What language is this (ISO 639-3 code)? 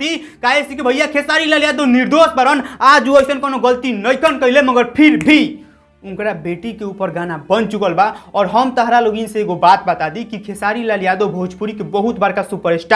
bho